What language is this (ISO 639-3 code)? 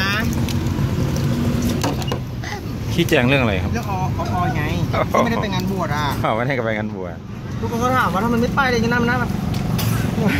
tha